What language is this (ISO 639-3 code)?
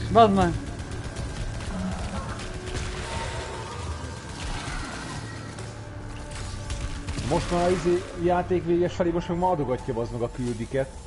hun